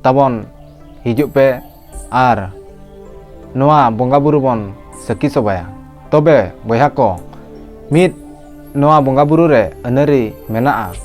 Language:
Santali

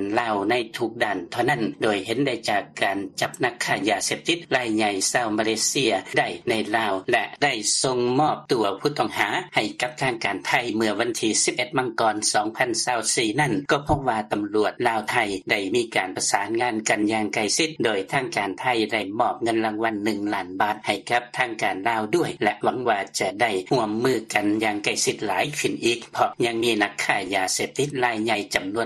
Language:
Lao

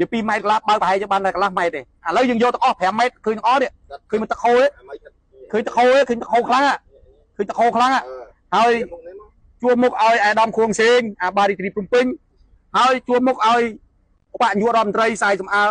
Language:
Khmer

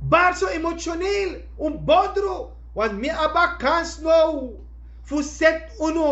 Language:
Sranan Tongo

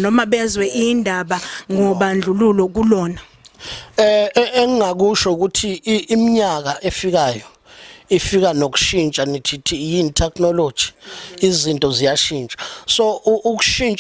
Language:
Zulu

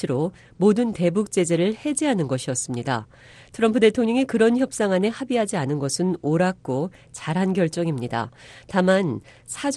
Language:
Korean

